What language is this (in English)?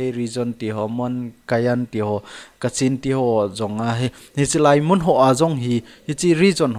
Thado Chin